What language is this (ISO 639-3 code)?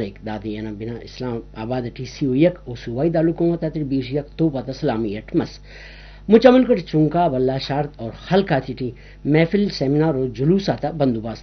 brh